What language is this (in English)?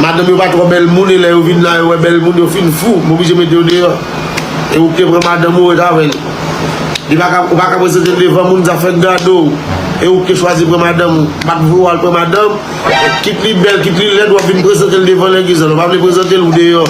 Haitian Creole